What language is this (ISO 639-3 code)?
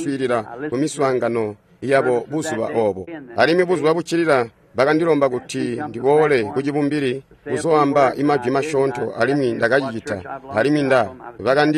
toi